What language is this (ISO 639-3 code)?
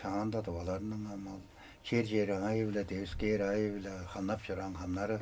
tyv